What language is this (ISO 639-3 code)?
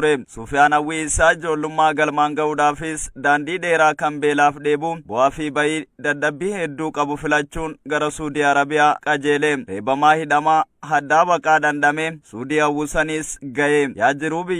orm